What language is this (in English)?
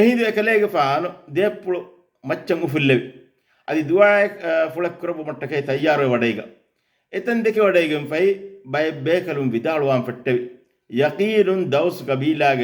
Divehi